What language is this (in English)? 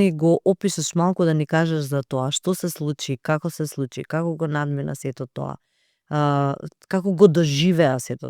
Macedonian